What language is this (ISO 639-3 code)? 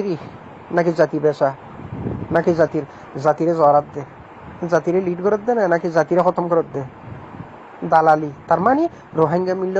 rhg